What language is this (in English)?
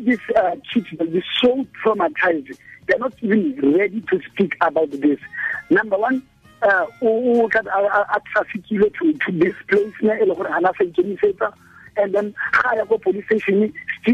Tswana